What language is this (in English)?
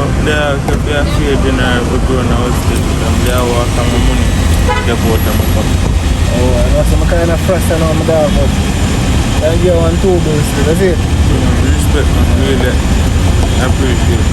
Jamaican Creole English